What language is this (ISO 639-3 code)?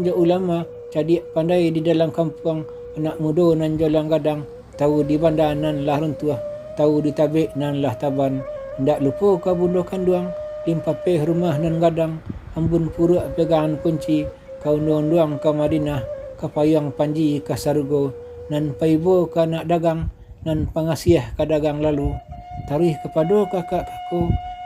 min